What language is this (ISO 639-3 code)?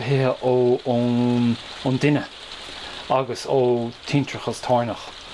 gle